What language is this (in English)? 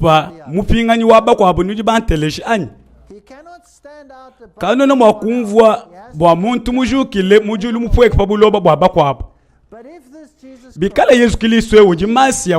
Luba-Lulua